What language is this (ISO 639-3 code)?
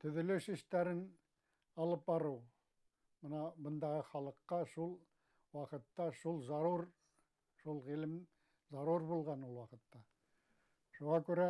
bak